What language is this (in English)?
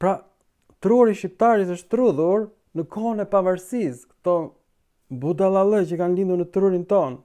Albanian